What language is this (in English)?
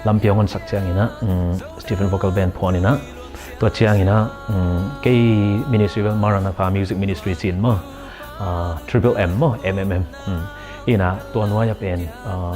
Tedim Chin